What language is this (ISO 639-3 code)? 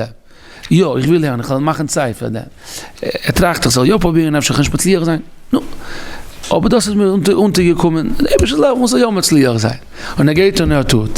yid